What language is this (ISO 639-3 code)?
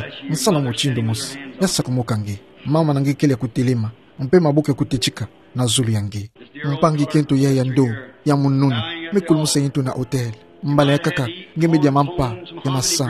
ktu